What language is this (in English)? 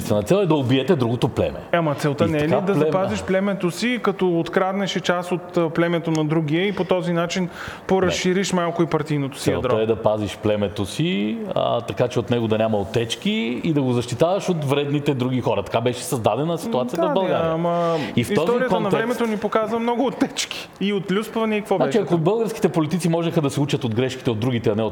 Bulgarian